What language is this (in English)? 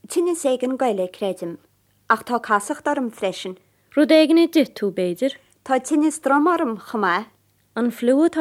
Irish